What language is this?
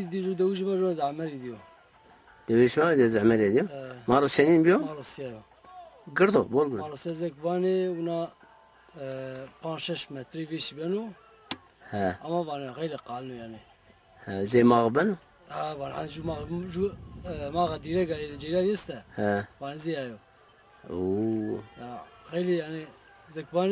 Zaza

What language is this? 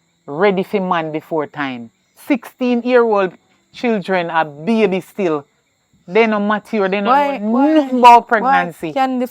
Jamaican Creole English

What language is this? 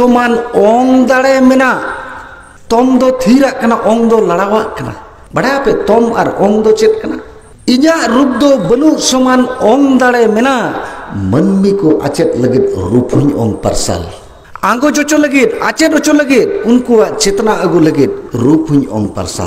Santali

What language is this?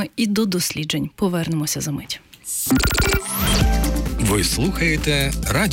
Ukrainian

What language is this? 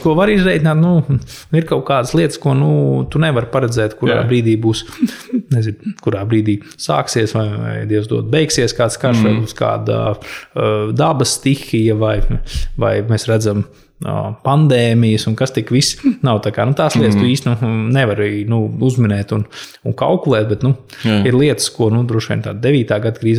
Latvian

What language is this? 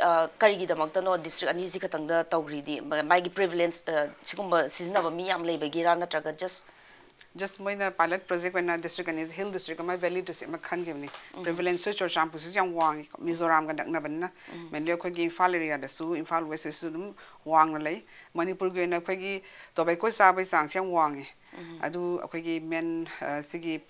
Manipuri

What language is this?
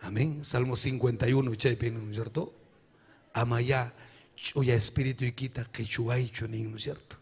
Ayacucho Quechua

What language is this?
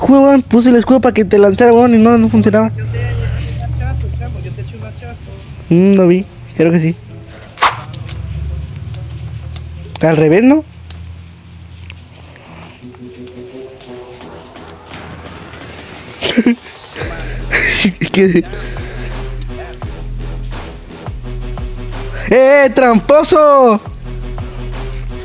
Spanish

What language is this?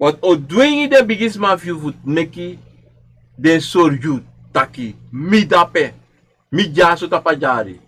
Sranan Tongo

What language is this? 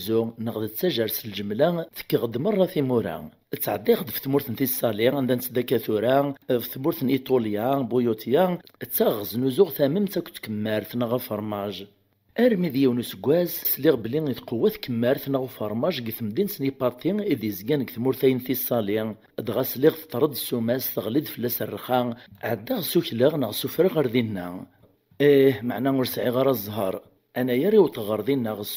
Kabyle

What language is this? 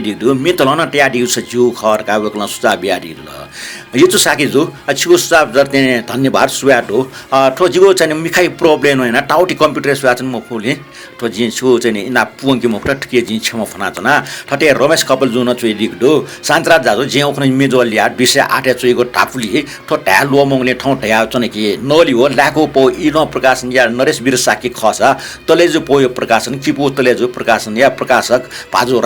Newari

